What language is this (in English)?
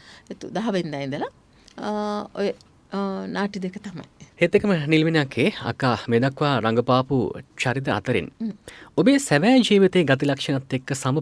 Sinhala